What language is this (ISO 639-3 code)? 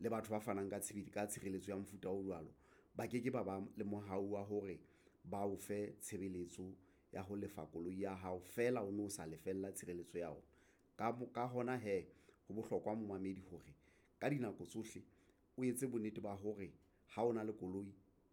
sot